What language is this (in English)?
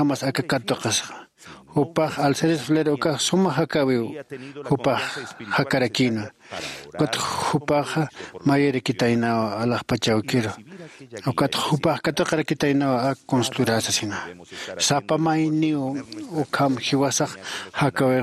Aymara